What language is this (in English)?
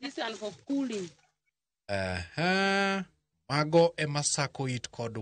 Luo (Kenya and Tanzania)